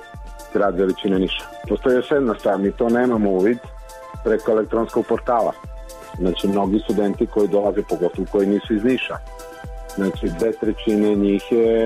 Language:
Serbian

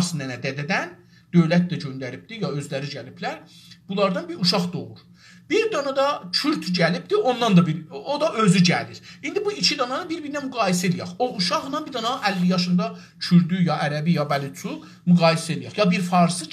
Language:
South Azerbaijani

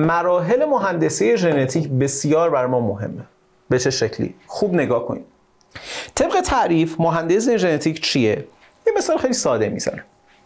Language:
Persian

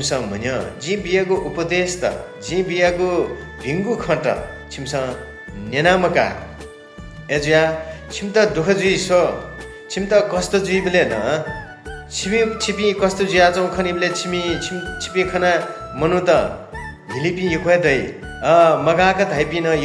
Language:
Newari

